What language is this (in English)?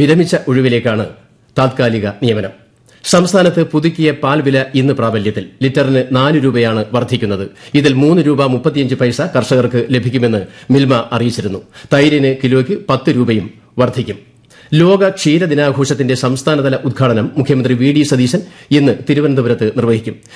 Malayalam